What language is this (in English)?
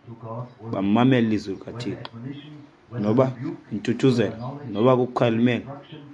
Xhosa